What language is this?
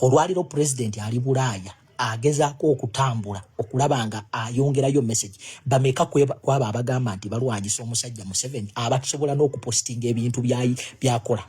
Ganda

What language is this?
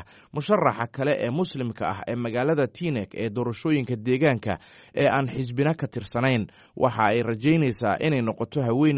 Somali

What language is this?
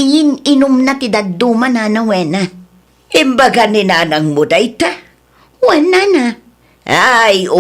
Iloko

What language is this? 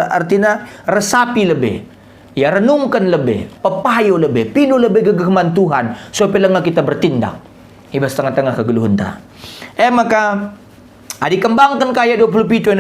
Batak Karo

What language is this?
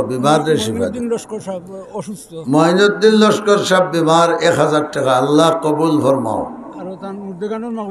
Sylheti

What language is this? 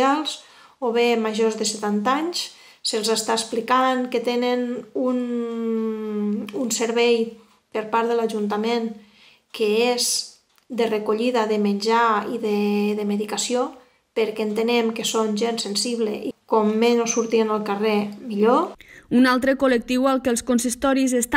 Catalan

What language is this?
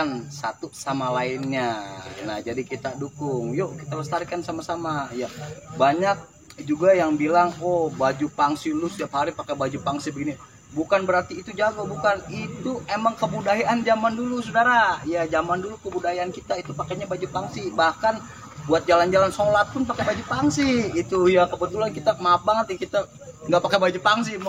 Betawi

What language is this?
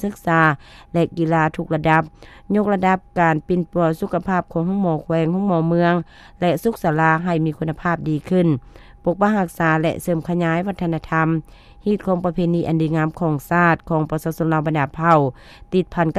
Lao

